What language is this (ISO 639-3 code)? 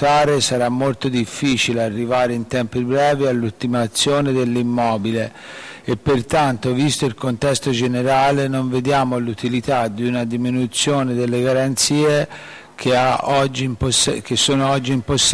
ita